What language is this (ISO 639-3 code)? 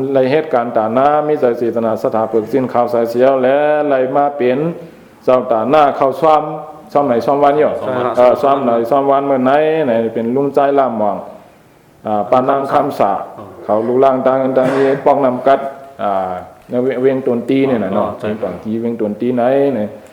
shn